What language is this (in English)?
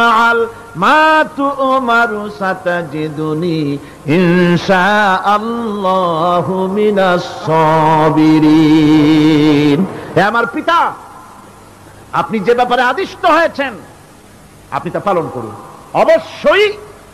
Bangla